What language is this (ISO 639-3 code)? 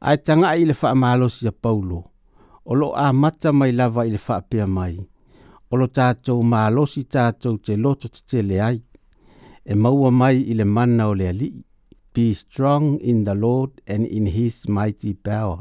smo